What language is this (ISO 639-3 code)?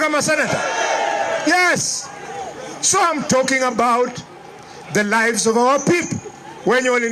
guz